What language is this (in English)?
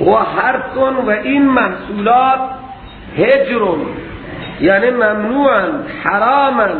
Persian